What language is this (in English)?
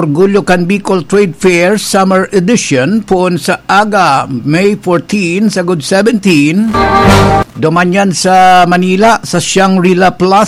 Bikol